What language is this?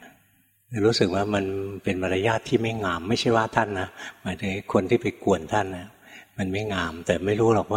Thai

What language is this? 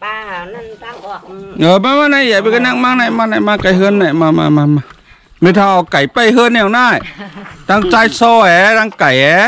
Shan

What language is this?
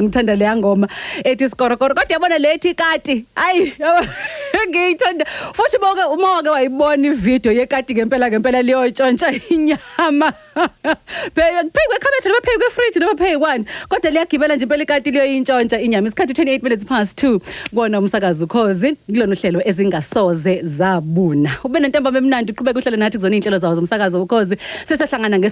Zulu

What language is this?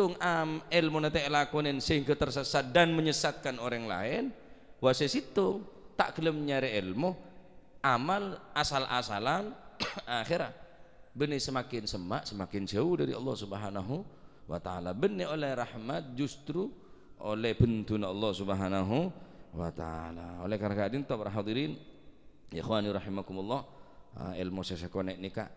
Madurese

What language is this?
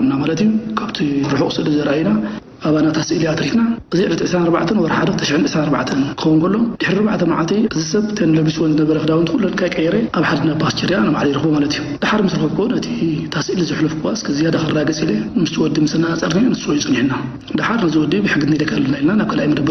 Tigrinya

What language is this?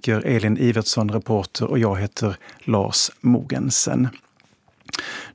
Swedish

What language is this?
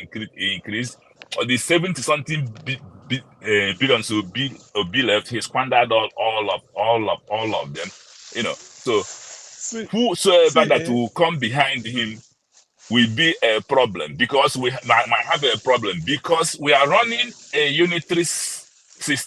Nigerian Pidgin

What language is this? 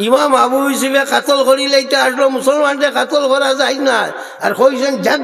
Sylheti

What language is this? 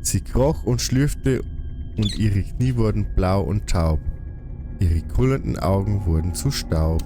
Bavarian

